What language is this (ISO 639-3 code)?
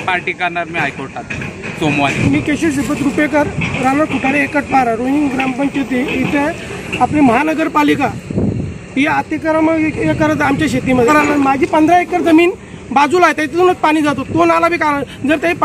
mar